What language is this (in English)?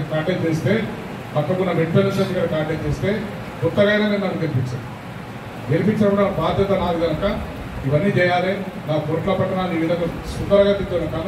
Telugu